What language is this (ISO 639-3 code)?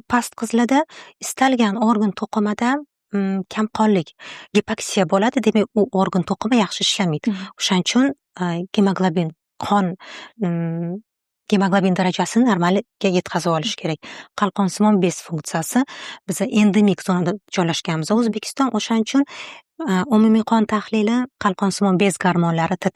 uzb